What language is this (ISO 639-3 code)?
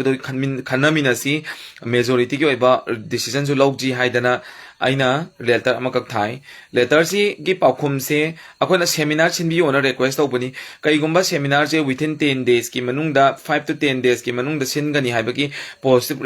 mni